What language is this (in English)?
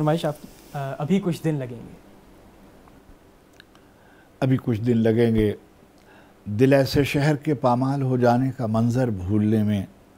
Urdu